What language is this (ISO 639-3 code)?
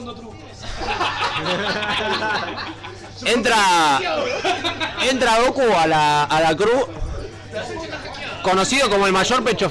spa